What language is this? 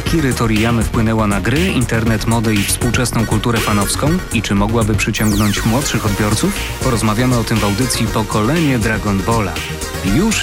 Polish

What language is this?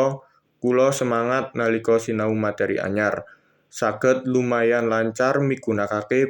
Javanese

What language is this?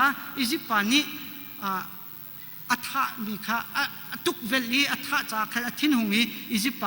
Hakha Chin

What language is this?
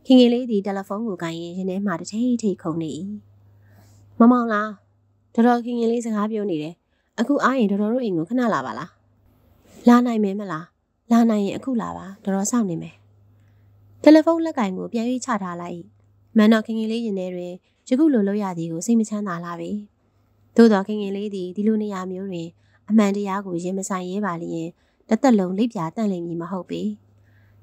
Burmese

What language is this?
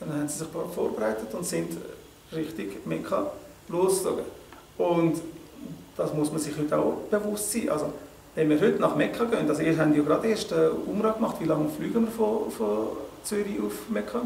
Swiss German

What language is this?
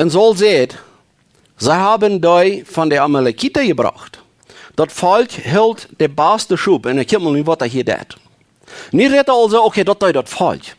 Plautdietsch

